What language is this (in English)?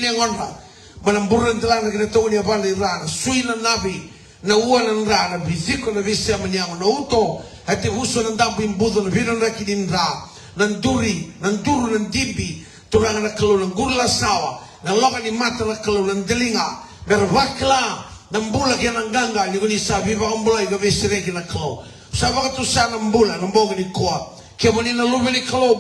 Fijian